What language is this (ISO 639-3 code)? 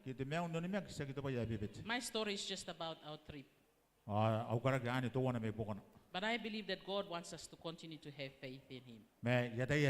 gil